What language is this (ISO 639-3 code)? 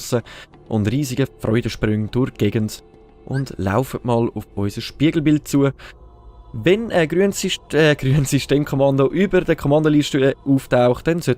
gsw